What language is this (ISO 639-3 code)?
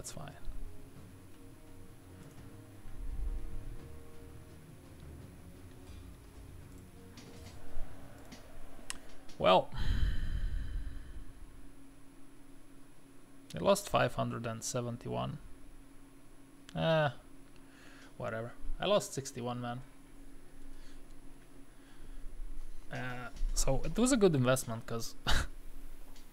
eng